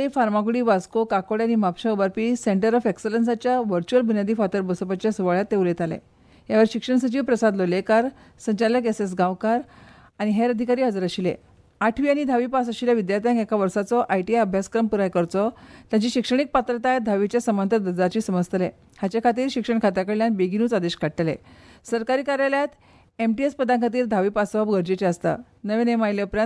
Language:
Konkani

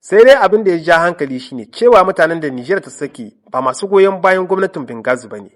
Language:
Hausa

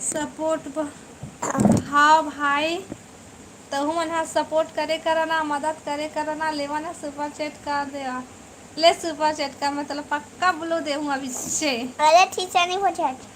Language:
Chhattisgarhi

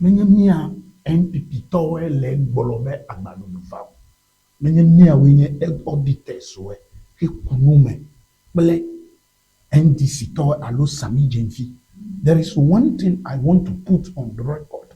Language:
Ewe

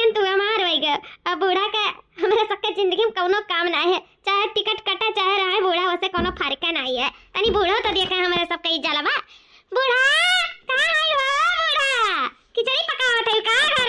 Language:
Awadhi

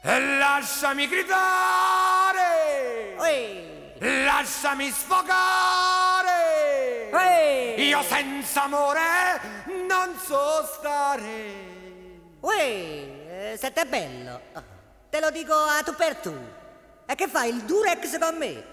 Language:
Neapolitan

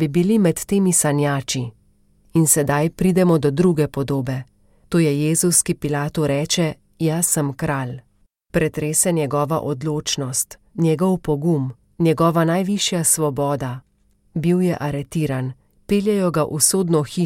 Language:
Slovenian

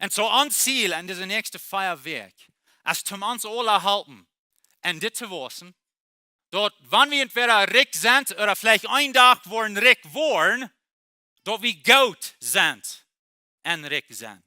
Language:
Plautdietsch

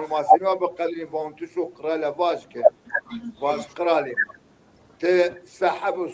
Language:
Zaza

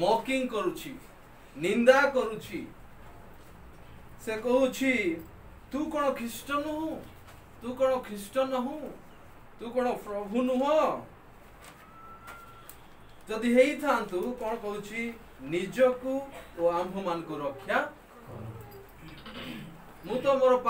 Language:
Odia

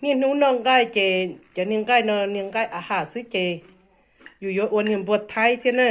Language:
Hmong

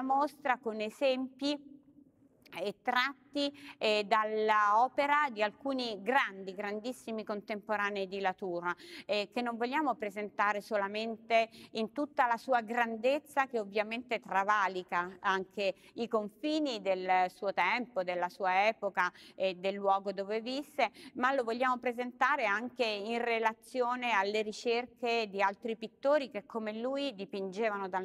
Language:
Italian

